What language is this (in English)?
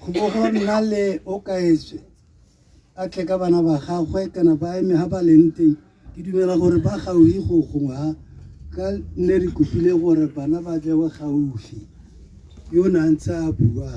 Tswana